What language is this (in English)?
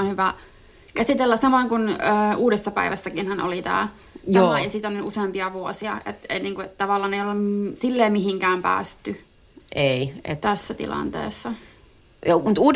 Finnish